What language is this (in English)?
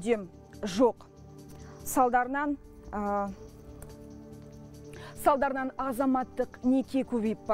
Kazakh